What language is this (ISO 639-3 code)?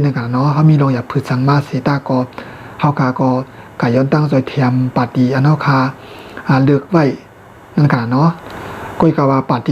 shn